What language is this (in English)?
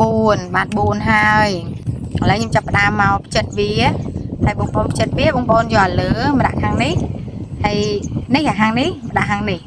Khmer